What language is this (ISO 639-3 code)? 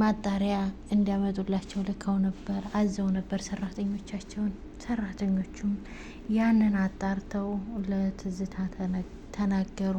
amh